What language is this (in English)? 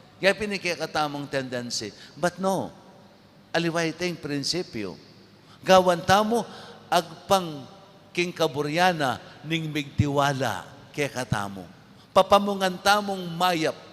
Pampanga